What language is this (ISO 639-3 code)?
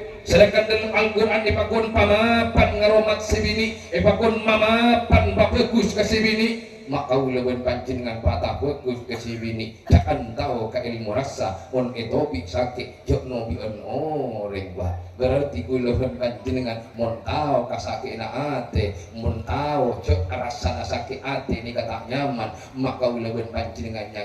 mad